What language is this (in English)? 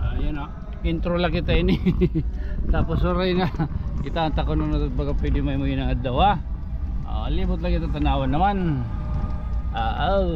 Waray